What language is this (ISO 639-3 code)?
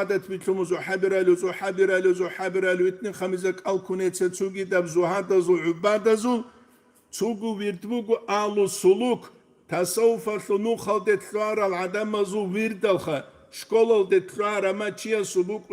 ava